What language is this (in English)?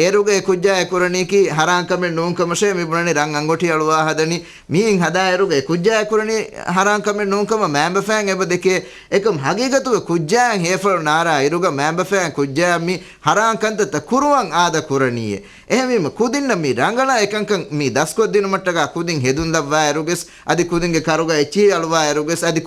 Divehi